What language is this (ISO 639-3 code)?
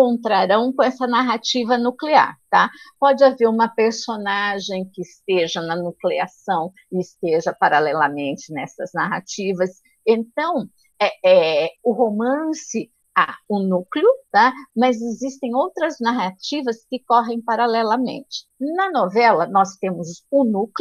por